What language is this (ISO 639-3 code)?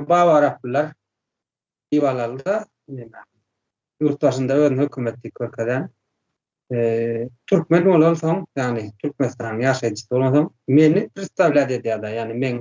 tuk